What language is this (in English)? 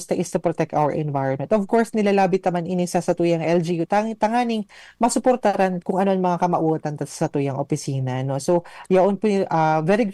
Bikol